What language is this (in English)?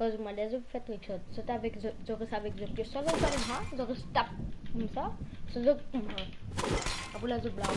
Morisyen